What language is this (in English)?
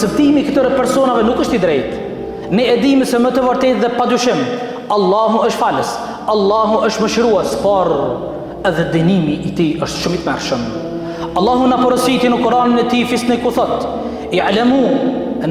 Albanian